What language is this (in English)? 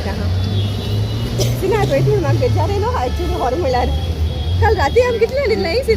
Konkani